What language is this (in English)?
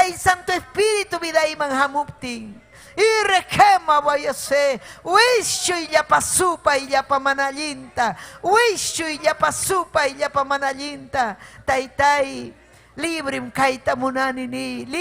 Ayacucho Quechua